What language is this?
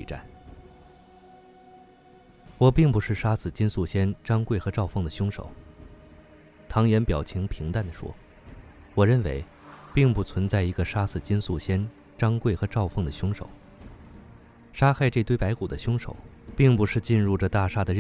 Chinese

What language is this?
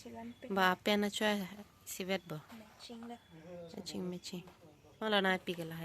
Karbi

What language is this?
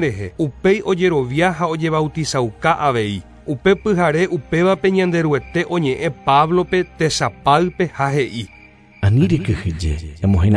Guarani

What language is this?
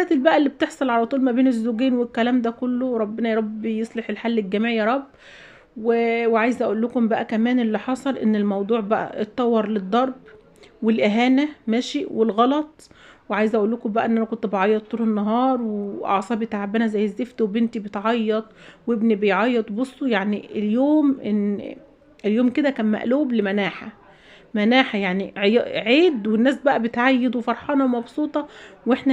Egyptian Arabic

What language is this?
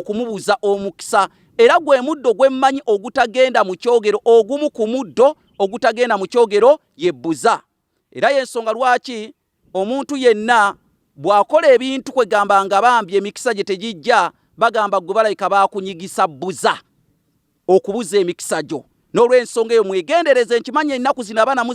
Ganda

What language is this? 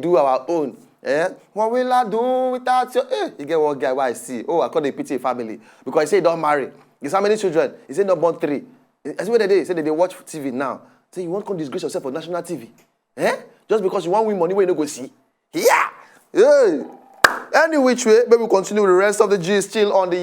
Nigerian Pidgin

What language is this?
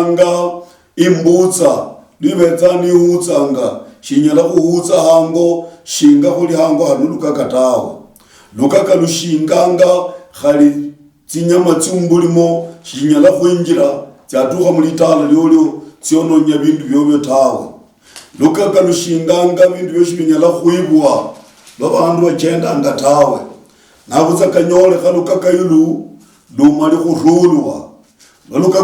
Luyia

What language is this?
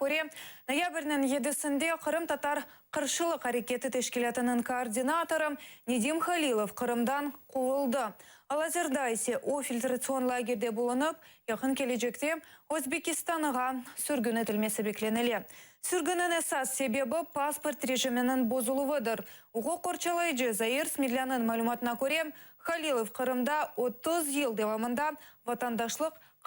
Crimean Tatar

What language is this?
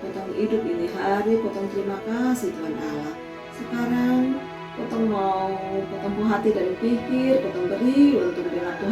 Kupang Malay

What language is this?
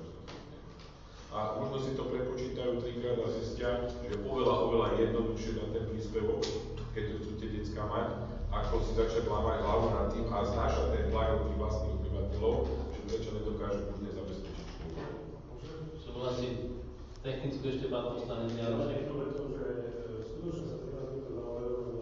Slovak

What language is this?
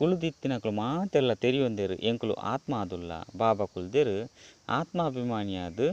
Tulu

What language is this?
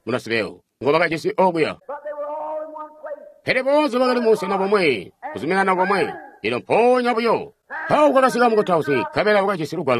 Tonga (Zambia)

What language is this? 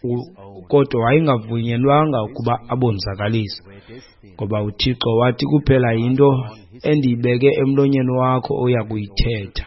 Xhosa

